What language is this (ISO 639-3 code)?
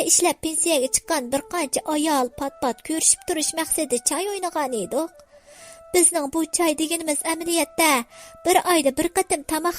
uig